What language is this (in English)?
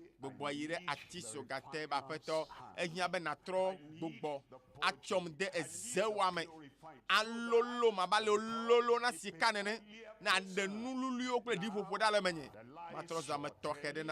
Ewe